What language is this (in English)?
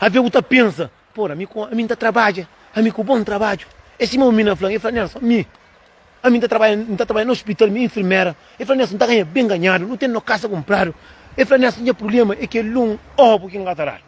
Kabuverdianu